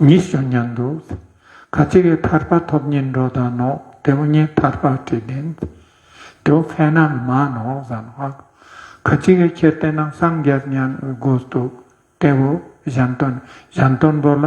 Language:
Ladakhi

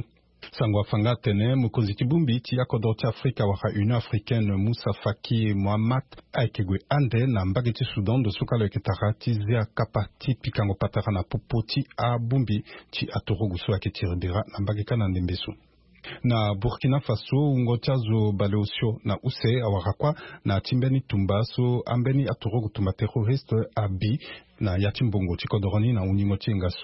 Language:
Sango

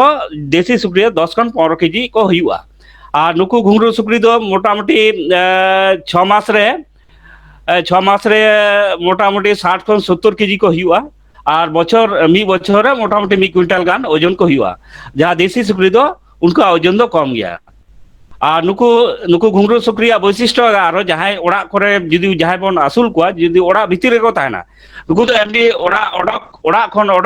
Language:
Santali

